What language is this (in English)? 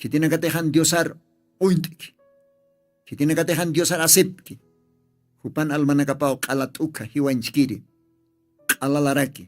Aymara